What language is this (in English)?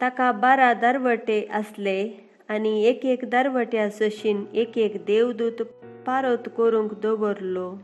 Konkani